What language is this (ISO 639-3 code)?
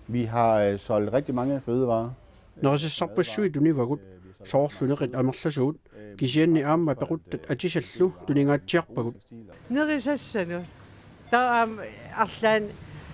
kal